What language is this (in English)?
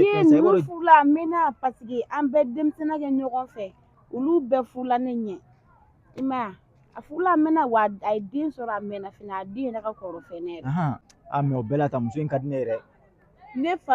Bambara